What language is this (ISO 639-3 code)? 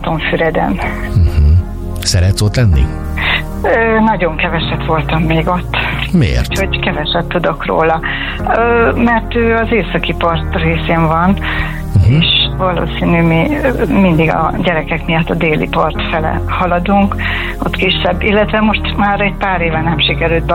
hun